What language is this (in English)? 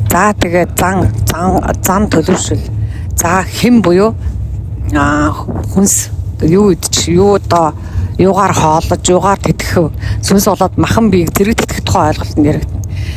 Mongolian